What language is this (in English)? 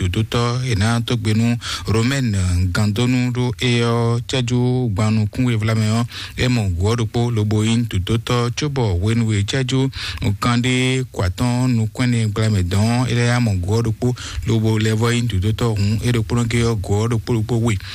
Fon